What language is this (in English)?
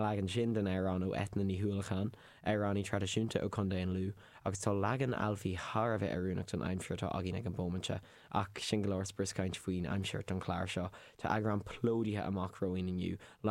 Irish